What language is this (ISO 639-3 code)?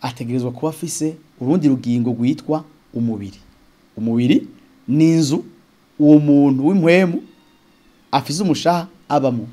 run